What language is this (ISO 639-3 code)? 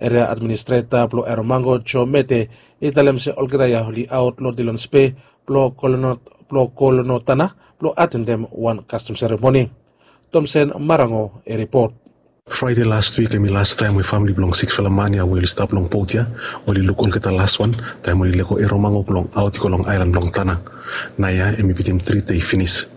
bis